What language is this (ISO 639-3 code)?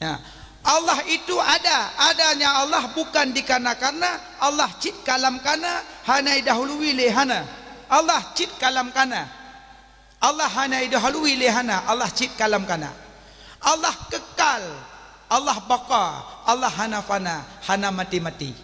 ace